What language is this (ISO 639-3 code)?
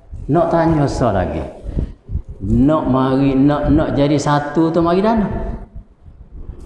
msa